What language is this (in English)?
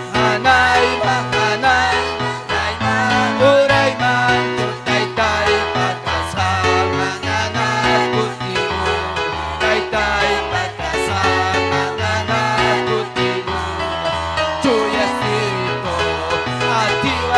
Ayacucho Quechua